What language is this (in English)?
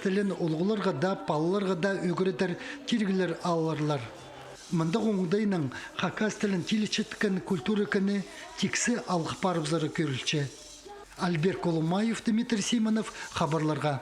Khakas